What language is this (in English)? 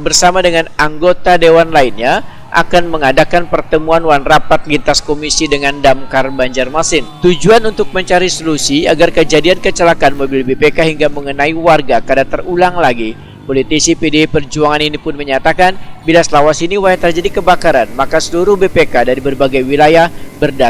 Banjar